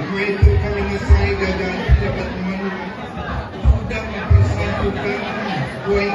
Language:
Iban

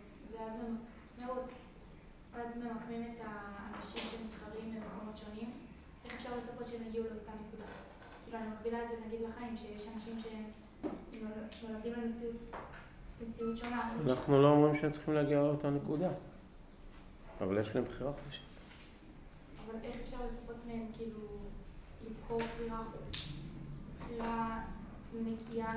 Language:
Hebrew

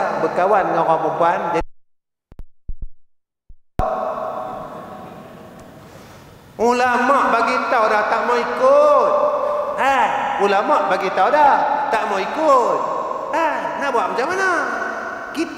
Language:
Malay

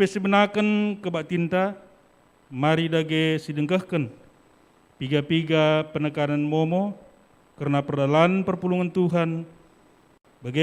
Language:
Batak Karo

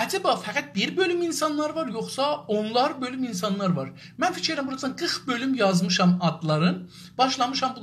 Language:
South Azerbaijani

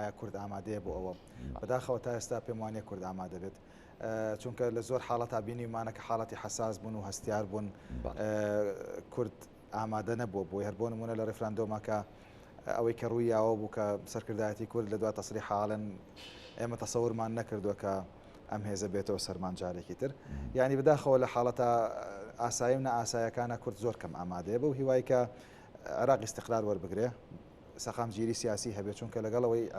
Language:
Central Kurdish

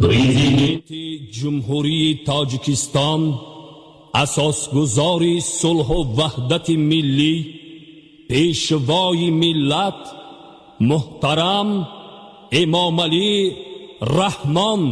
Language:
Tajik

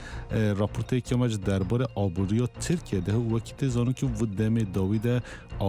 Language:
Central Kurdish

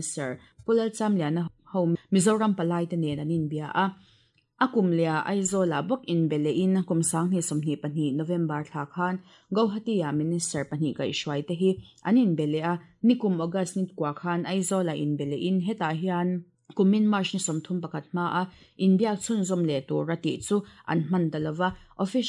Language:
Mizo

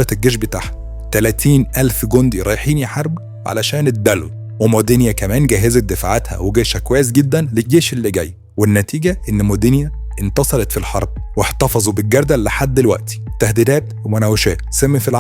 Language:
Egyptian Arabic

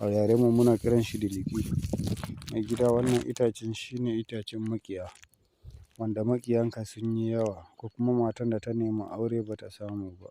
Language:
Hausa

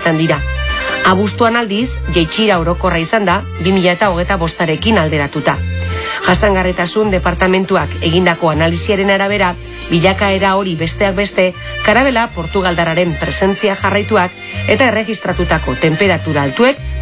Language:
Basque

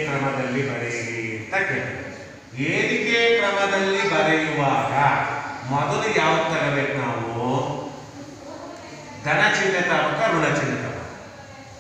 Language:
Kannada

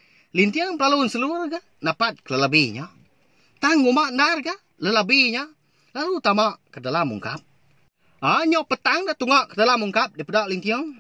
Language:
Iban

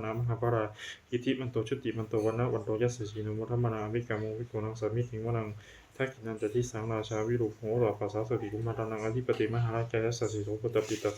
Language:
Pali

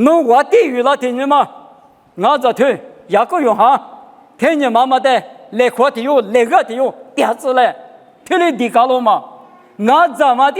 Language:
Lisu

